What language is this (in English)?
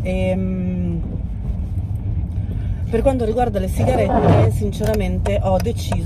Italian